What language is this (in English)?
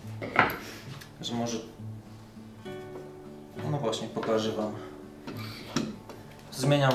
Polish